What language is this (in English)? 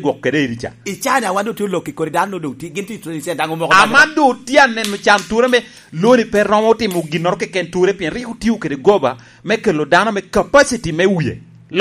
Lango (Uganda)